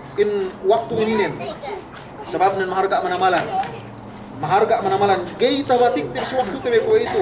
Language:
Yakan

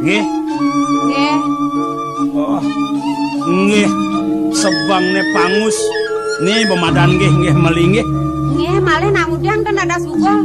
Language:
Balinese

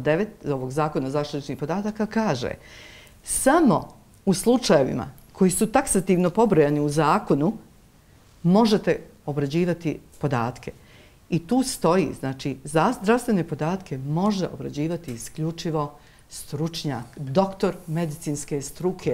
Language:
Bosnian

